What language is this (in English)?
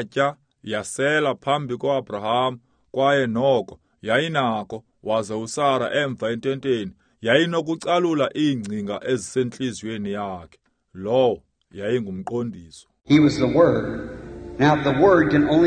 Xhosa